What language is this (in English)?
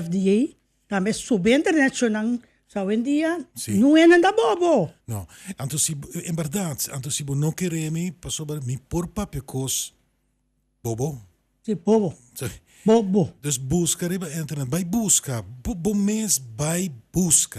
Papiamento